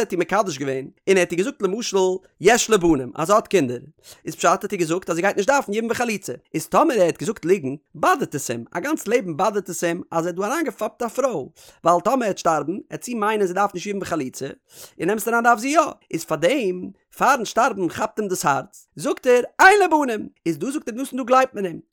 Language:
Yiddish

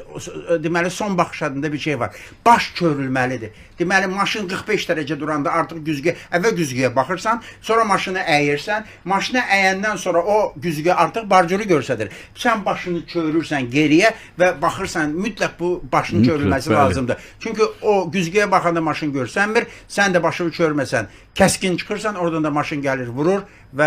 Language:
Azerbaijani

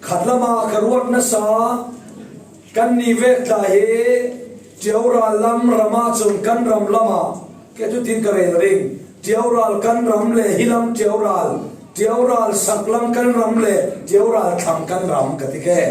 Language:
Falam Chin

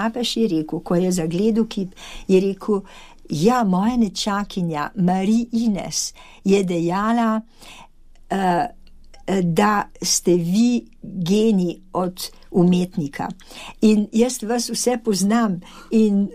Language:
Slovenian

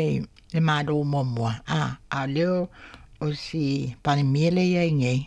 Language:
Samoan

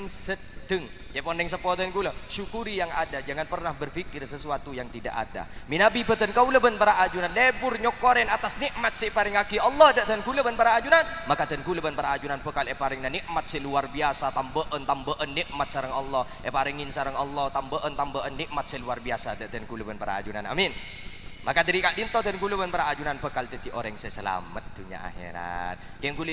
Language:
Madurese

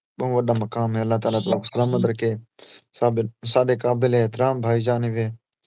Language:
Saraiki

